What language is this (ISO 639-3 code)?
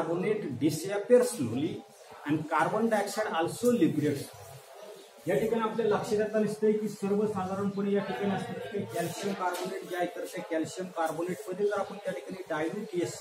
mar